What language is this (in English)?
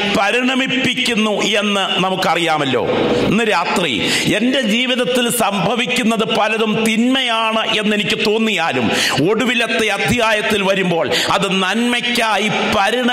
Malayalam